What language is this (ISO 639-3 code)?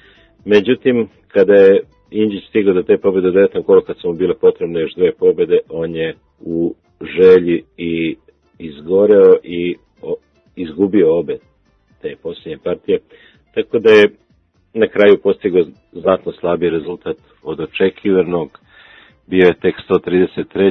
srp